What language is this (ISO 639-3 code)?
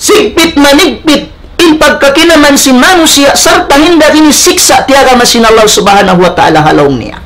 tsg